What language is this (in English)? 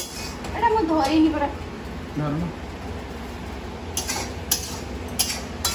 Odia